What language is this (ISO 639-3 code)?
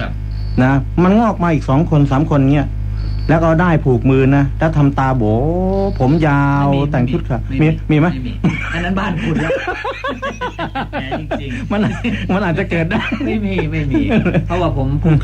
tha